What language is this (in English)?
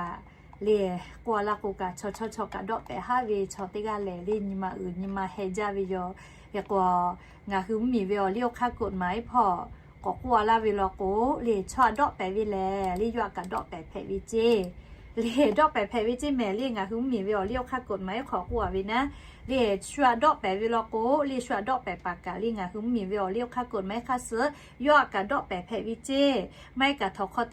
Lahu